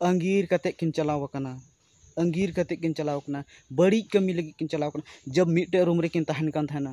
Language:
Santali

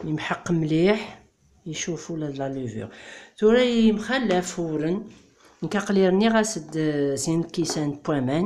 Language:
Kabyle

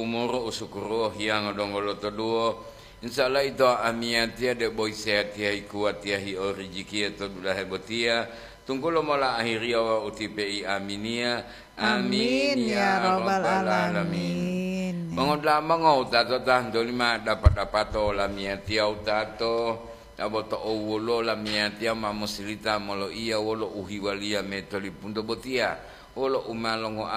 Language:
Gorontalo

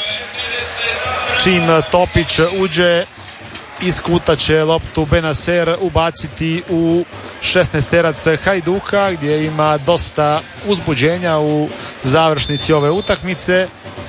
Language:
Croatian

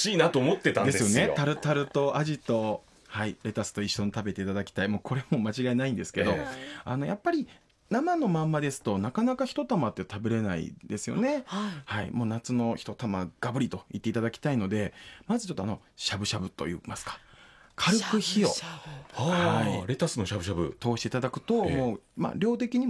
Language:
Japanese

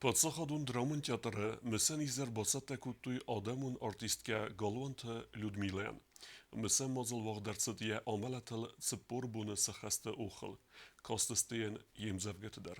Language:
Ossetic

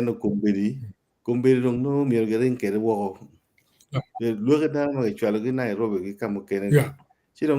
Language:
Acoli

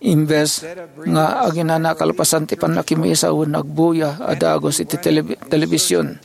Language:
Iloko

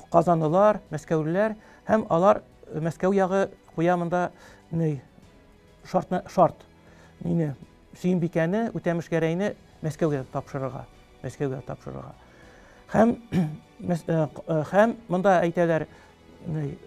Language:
Tatar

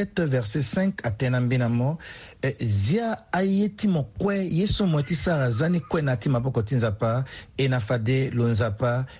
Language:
Sango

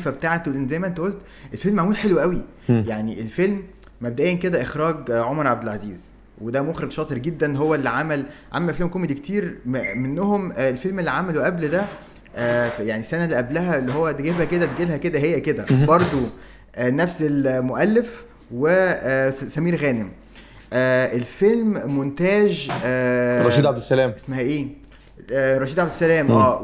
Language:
Egyptian Arabic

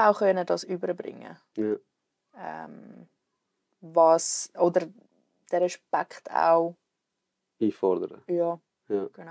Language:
Swiss German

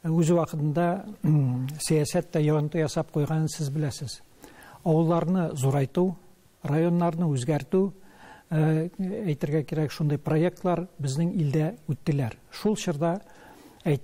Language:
Tatar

